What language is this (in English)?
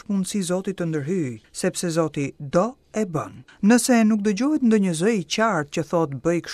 Albanian